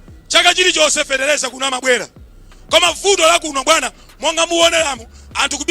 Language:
Nyanja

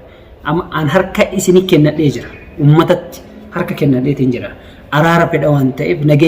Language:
Oromo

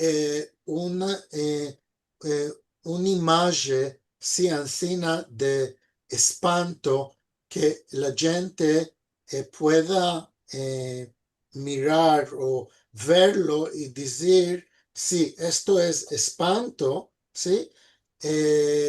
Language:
Ladino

